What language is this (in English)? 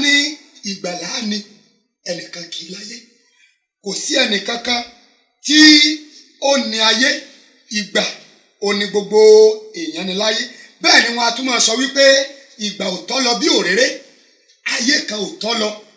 Yoruba